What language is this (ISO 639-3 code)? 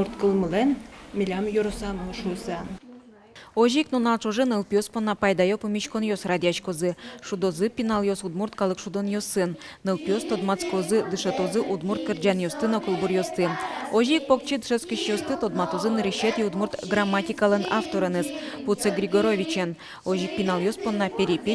udm